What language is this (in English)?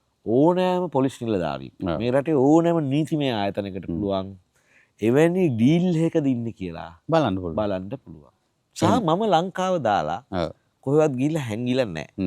Sinhala